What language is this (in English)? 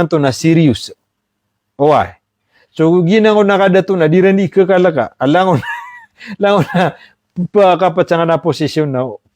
Maranao